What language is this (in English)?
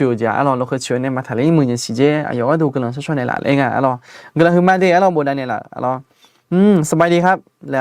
Akha